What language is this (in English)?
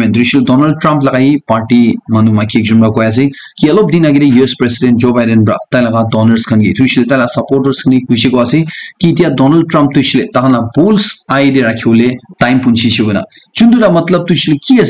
Naga Pidgin